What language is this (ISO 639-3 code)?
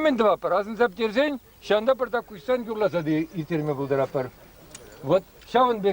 chv